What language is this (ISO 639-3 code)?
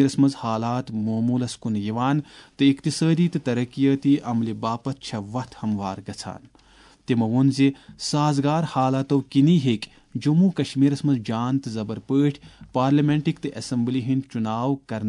kas